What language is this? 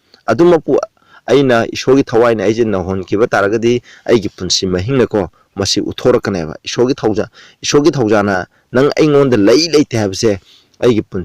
Manipuri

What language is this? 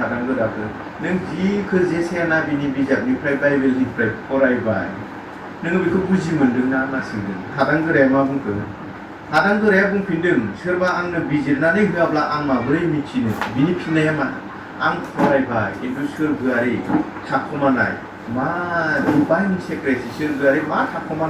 Bodo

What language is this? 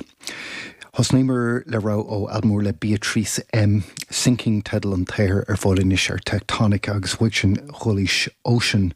Irish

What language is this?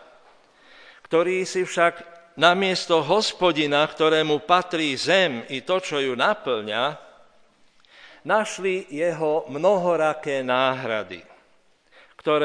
Slovak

